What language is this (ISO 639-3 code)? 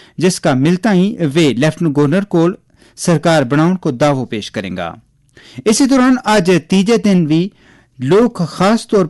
gju